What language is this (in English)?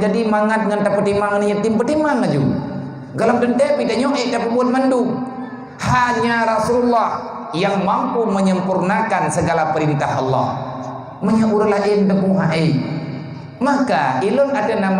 Achinese